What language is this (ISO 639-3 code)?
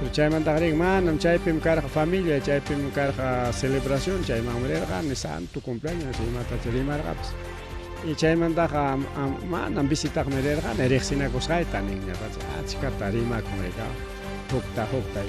quy